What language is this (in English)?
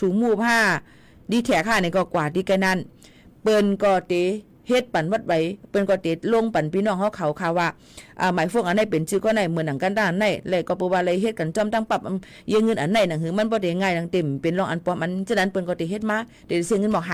Shan